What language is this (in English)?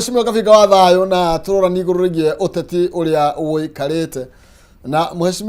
Kikuyu